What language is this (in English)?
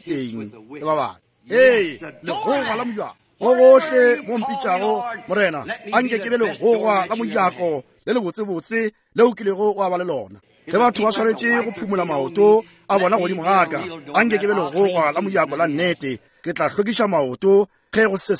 Northern Sotho